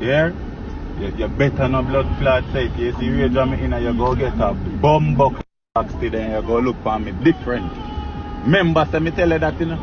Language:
Jamaican Creole English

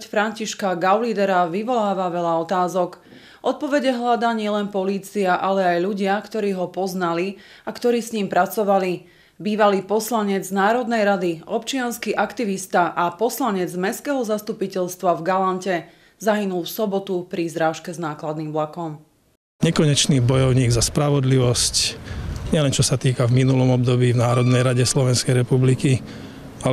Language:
Slovak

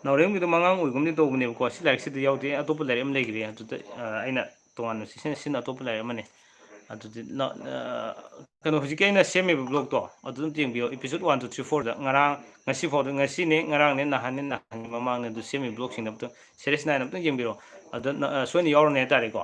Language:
Manipuri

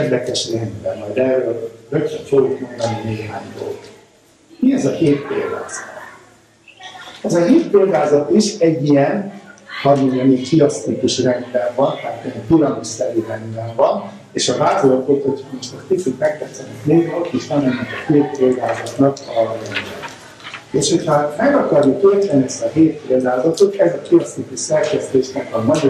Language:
Hungarian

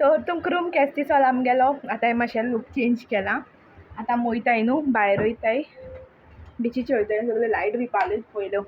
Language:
Konkani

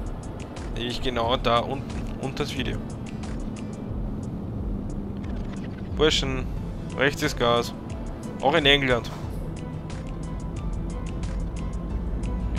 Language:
German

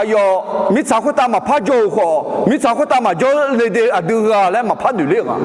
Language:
Akha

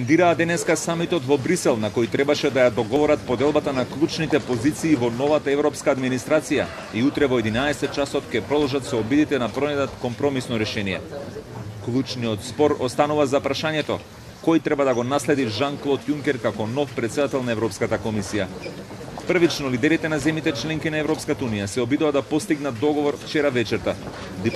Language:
Macedonian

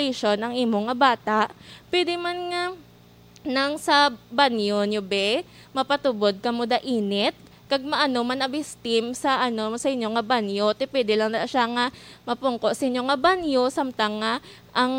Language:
Hiligaynon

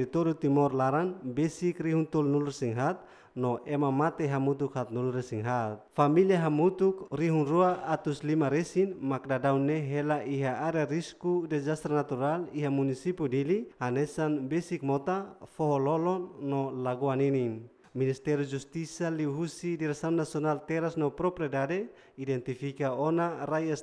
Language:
Tetum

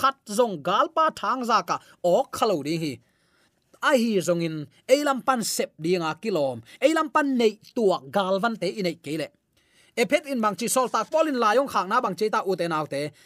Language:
Tedim Chin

